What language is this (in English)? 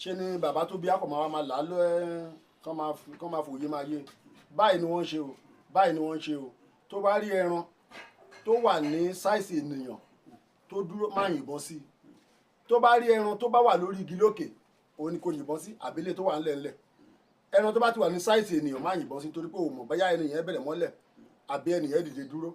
Yoruba